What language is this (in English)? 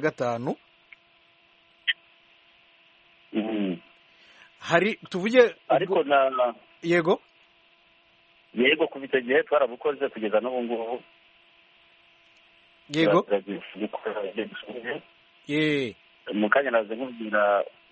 Kinyarwanda